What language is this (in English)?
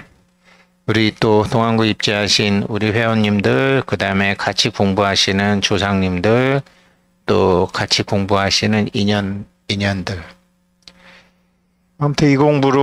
Korean